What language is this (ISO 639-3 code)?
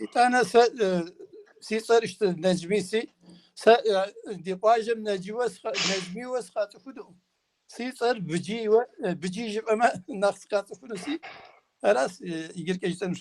kbd